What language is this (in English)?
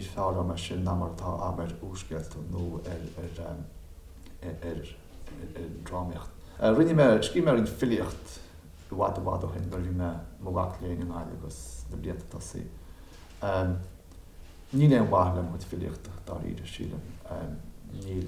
Irish